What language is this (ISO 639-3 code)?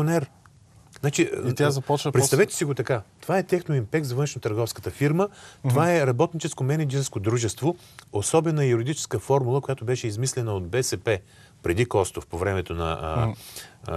bul